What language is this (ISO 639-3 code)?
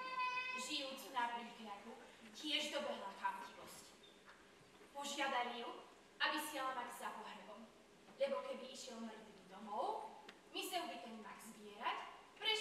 slk